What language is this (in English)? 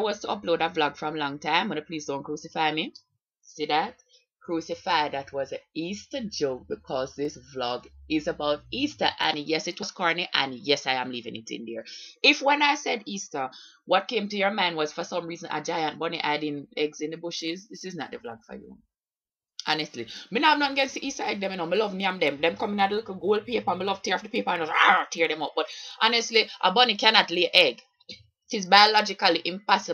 Jamaican Creole English